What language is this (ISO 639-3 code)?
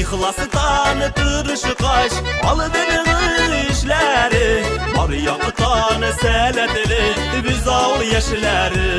tat